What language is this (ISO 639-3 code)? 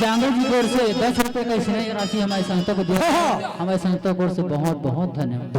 hne